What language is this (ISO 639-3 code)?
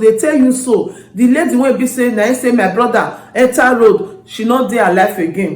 pcm